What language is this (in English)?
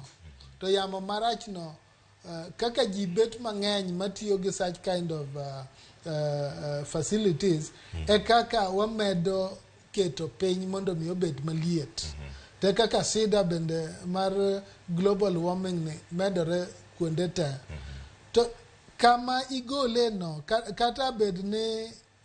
Luo (Kenya and Tanzania)